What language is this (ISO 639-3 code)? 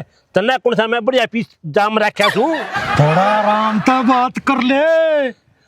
bgc